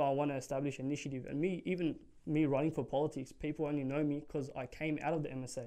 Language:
English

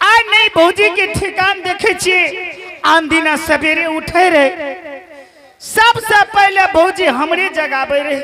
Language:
Angika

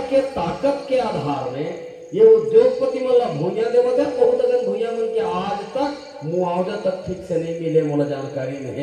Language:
Chhattisgarhi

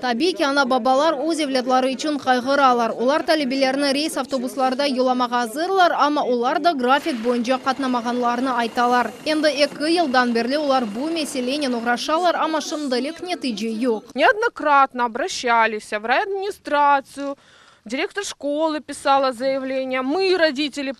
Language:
Crimean Tatar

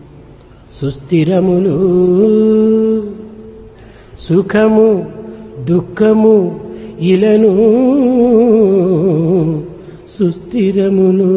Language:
Telugu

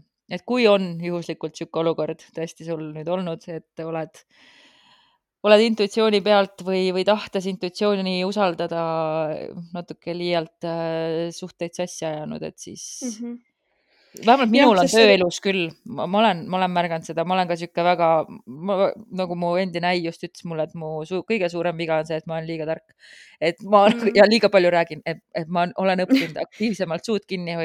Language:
Estonian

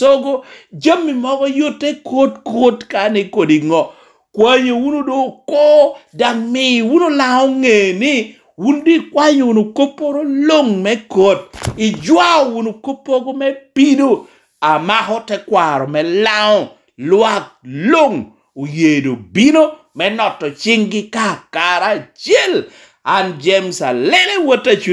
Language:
Lango (Uganda)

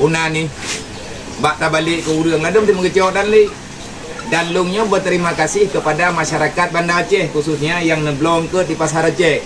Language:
Achinese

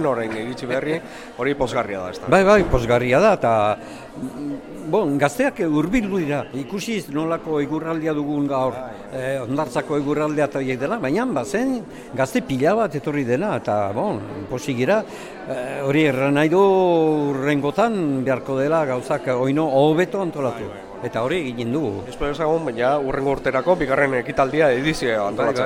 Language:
Basque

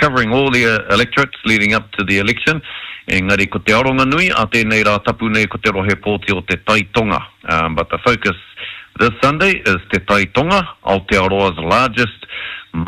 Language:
Māori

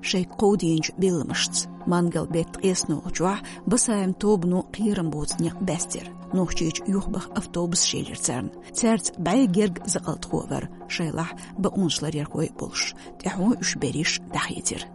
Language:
Chechen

